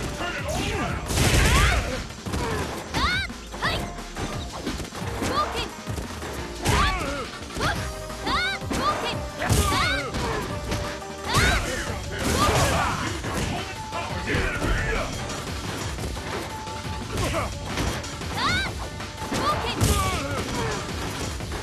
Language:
English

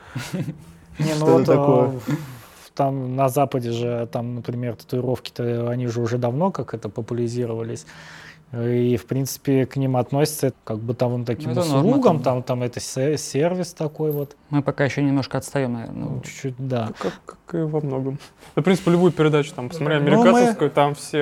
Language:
Russian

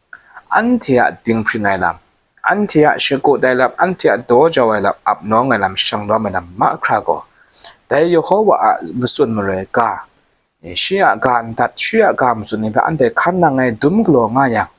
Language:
Kachin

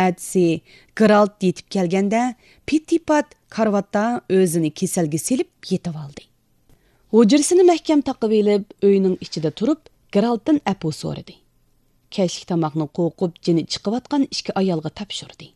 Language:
Uyghur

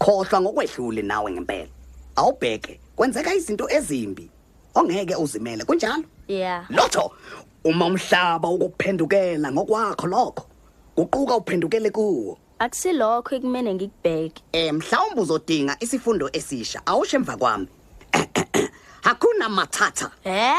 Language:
Zulu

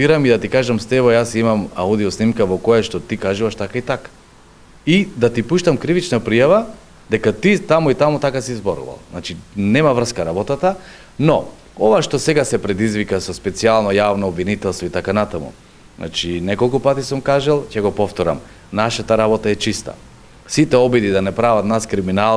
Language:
Macedonian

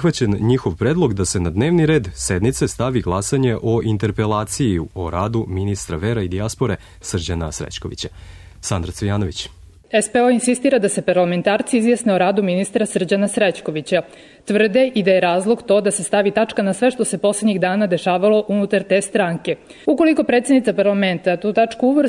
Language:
Serbian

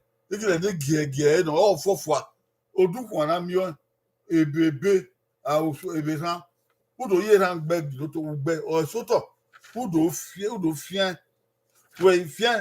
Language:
Bini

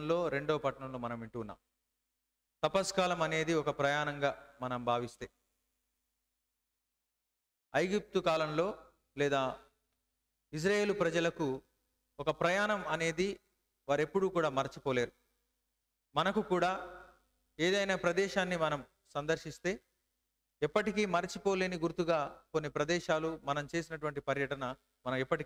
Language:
Telugu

